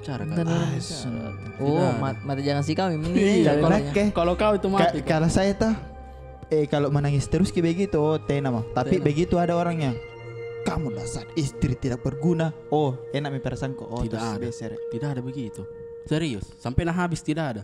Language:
Makassar Malay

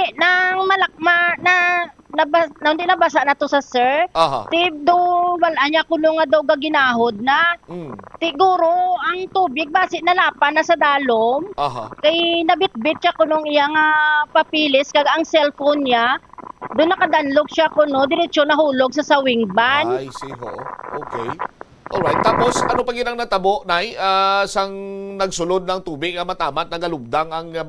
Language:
Hiligaynon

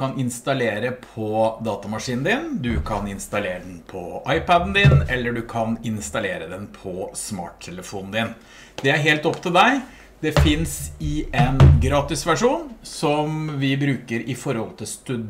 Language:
Norwegian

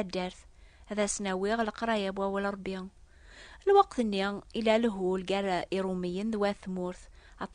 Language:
Kabyle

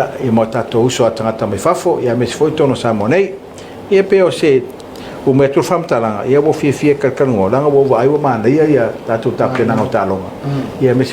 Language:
Samoan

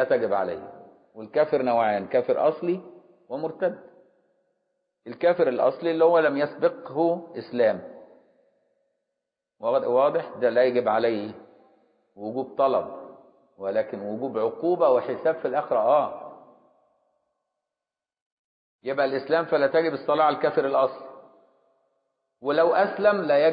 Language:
Egyptian Arabic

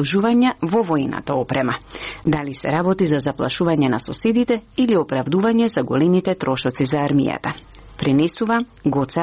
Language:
Macedonian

